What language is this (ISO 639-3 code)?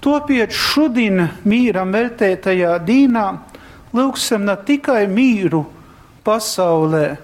ltg